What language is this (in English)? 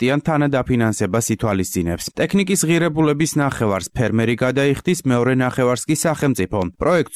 Georgian